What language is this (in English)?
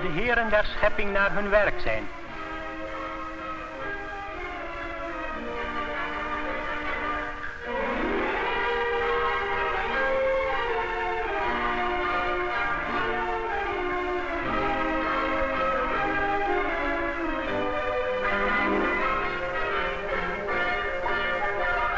Dutch